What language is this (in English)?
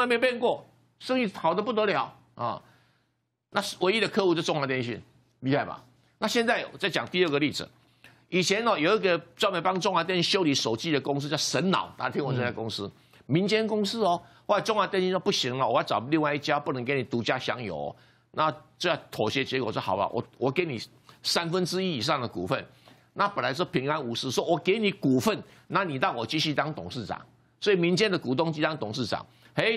Chinese